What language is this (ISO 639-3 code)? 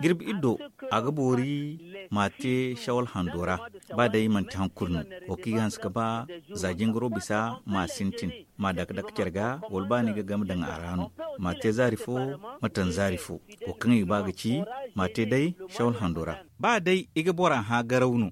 dje